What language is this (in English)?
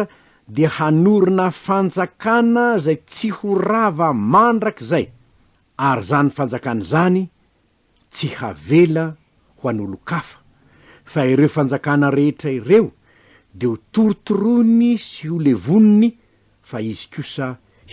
Malagasy